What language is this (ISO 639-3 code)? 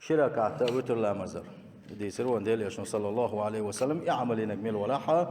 che